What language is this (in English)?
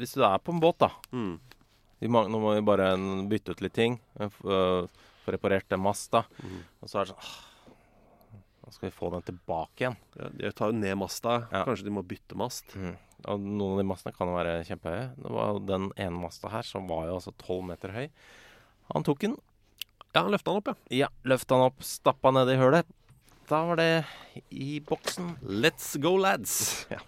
Norwegian